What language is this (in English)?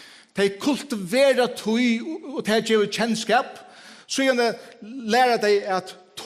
Faroese